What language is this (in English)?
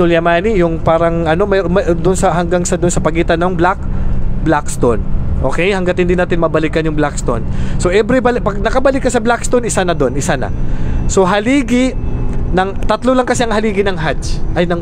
Maranao